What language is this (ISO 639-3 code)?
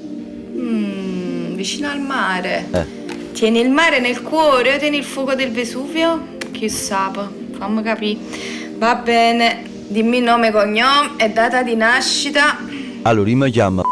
nap